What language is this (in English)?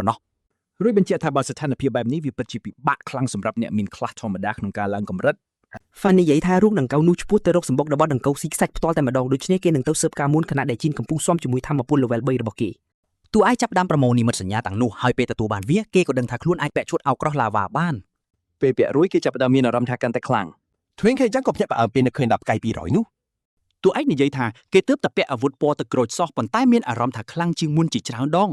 Khmer